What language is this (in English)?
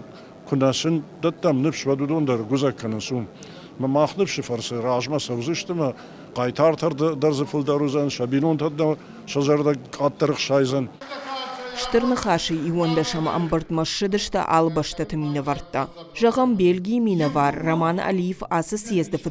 Ossetic